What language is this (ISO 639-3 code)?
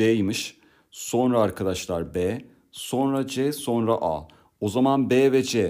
tur